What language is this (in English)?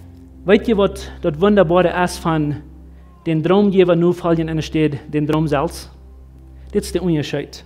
Plautdietsch